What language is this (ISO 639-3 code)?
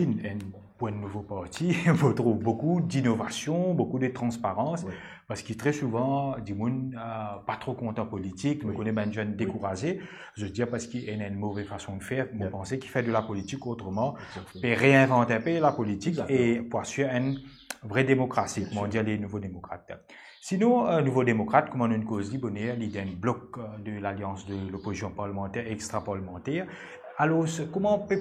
mfe